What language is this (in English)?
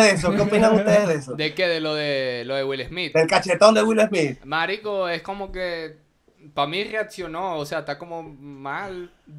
Spanish